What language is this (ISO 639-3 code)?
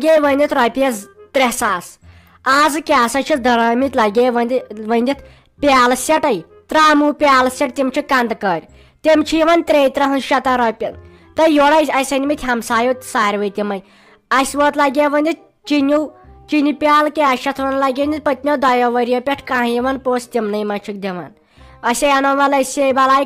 kas